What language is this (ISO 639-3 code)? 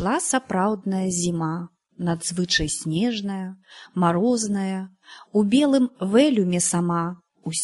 bel